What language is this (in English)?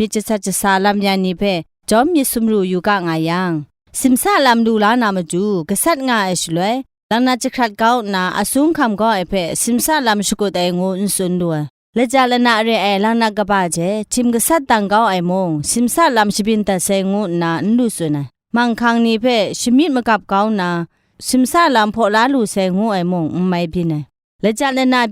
Kachin